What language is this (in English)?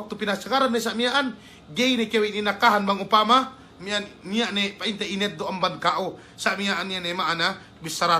Yakan